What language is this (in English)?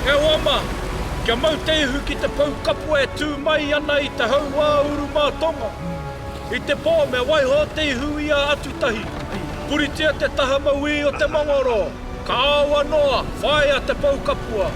Māori